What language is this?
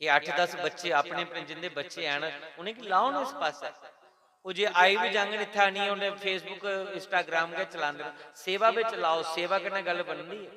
Dogri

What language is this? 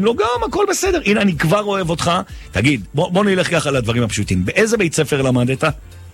Hebrew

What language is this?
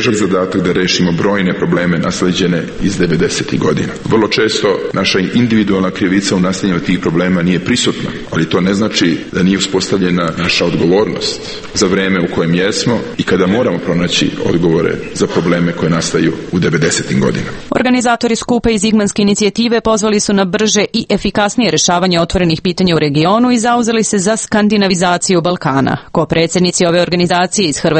Serbian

